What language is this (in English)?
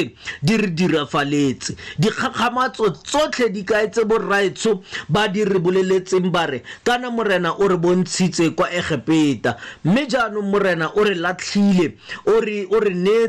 Tswana